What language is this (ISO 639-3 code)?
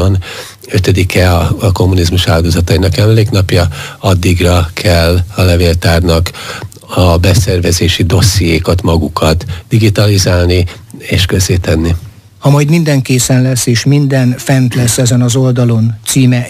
hun